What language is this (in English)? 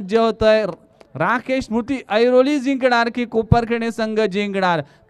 Marathi